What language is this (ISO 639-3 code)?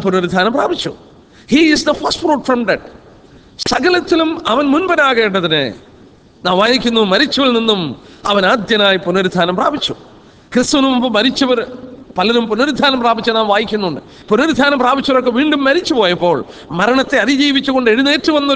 mal